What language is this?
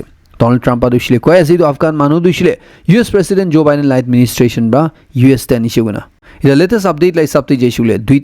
Naga Pidgin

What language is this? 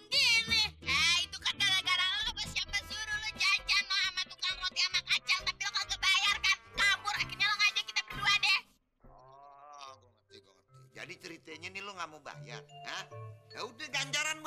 Betawi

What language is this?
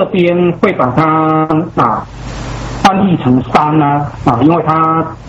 Chinese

